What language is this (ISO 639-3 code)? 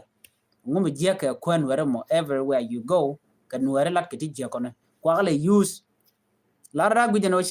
nus